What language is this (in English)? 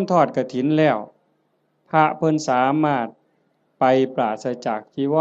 Northeastern Thai